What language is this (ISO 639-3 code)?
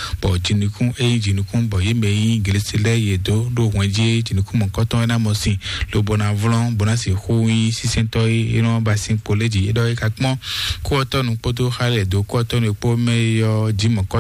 fon